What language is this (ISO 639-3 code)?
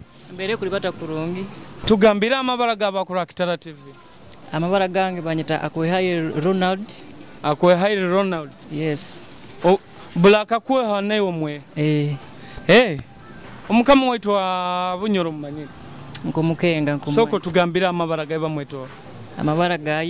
nyo